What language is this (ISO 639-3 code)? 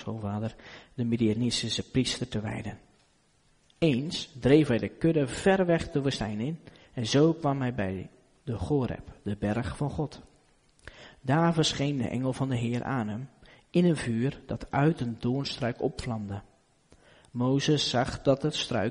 nld